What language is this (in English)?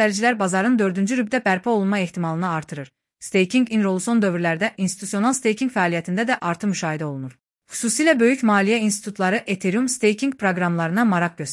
Azerbaijani